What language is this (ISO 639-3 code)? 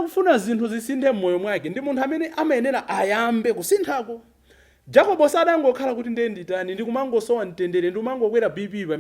nya